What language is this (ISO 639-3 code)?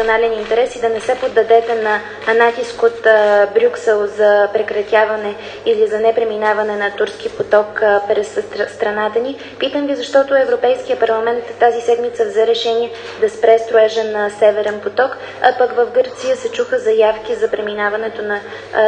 bul